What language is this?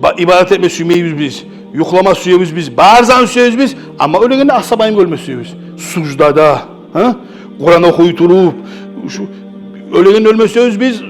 Kumyk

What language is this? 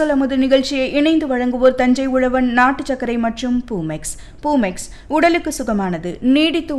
Tamil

